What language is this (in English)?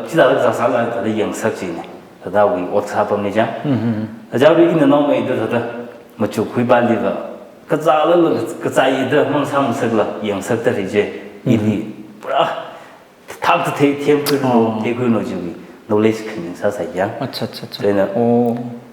Tangkhul Naga (India)